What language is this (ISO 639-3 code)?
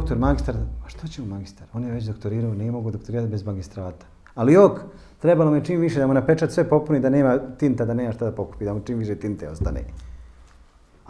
bos